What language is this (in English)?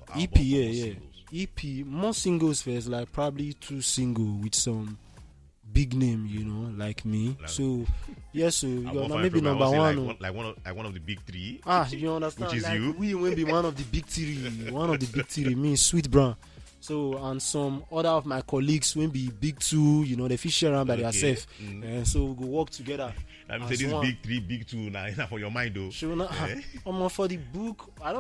Nigerian Pidgin